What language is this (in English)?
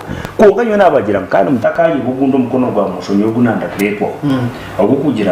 Nyankole